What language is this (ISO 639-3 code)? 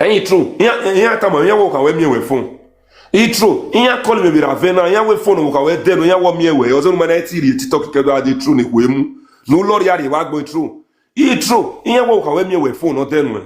pcm